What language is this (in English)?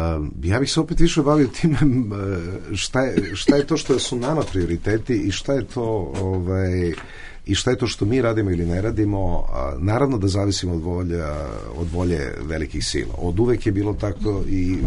Bosnian